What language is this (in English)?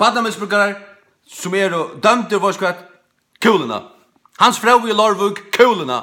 Faroese